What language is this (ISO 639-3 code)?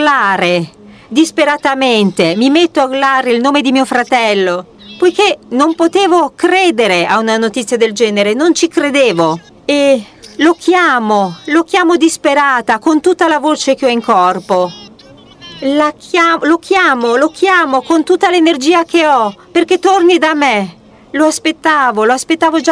ita